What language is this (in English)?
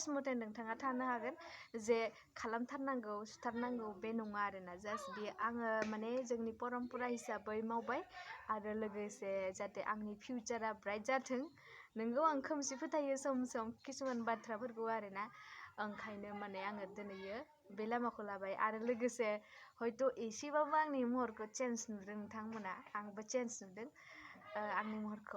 Bodo